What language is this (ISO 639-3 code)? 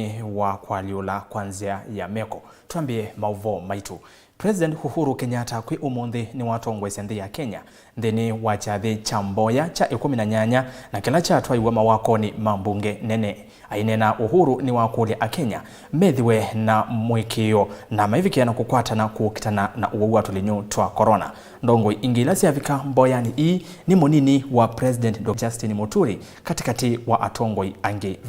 kam